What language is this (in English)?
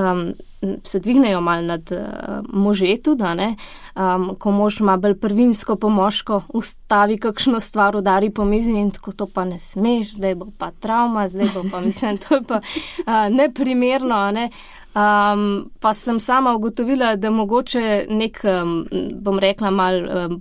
Slovenian